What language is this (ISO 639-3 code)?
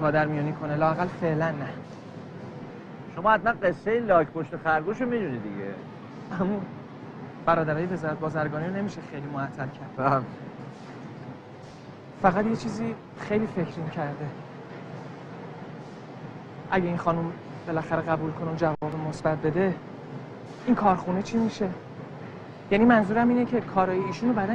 fas